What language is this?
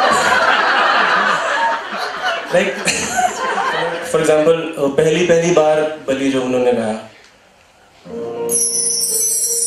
Hindi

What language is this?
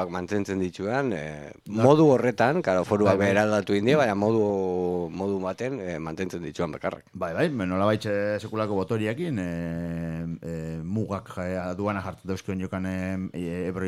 Basque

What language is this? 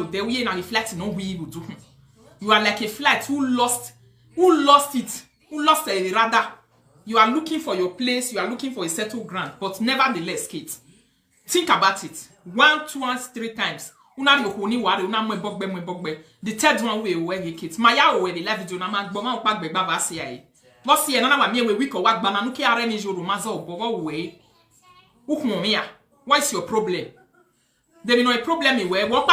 Nigerian Pidgin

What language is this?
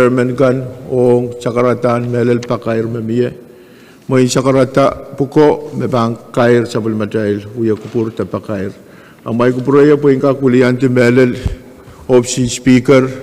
Pohnpeian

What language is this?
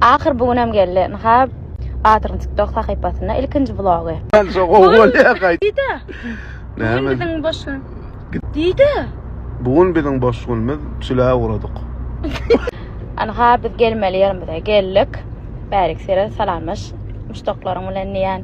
Turkmen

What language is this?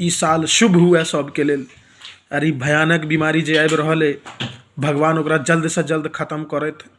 Maithili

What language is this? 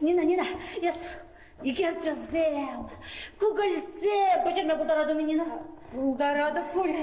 Chuvash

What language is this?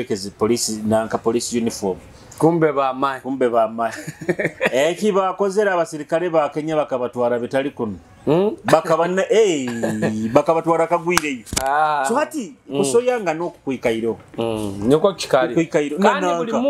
Nyoro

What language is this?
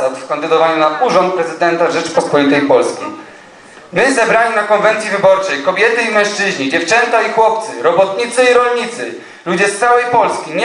Polish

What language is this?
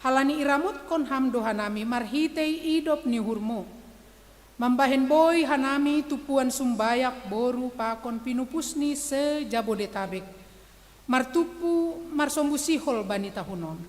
Batak Simalungun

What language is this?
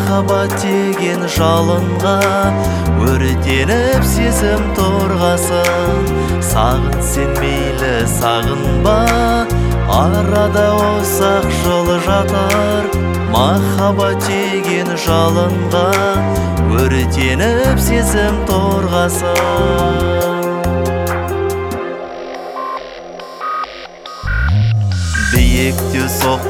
Kazakh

